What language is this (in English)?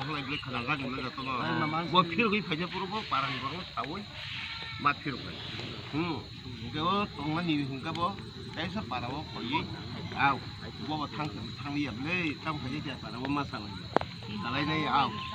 Kok Borok